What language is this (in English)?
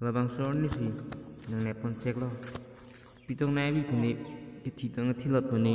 Karbi